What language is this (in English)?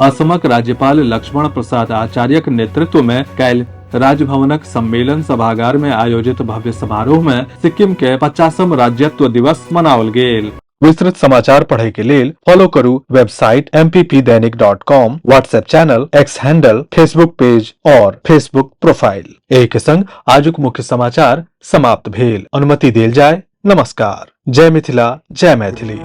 Maithili